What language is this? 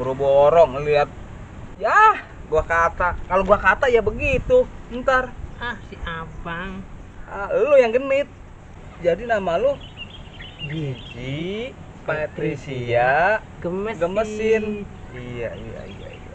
Betawi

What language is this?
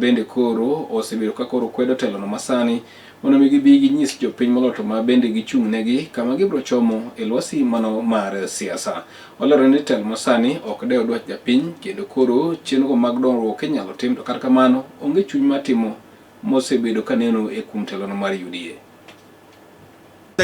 Luo (Kenya and Tanzania)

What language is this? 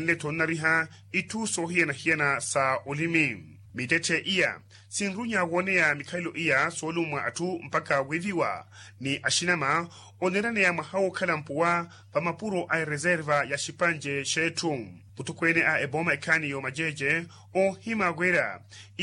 Makhuwa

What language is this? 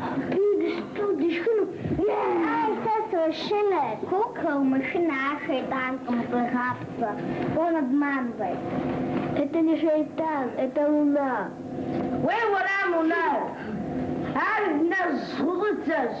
Kabardian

